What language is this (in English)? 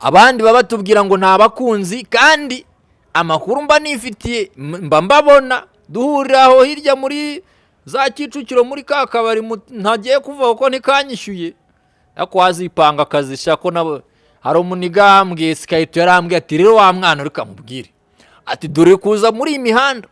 Kinyarwanda